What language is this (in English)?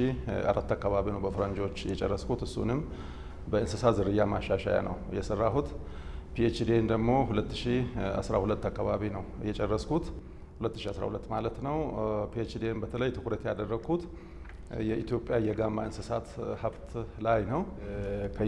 Amharic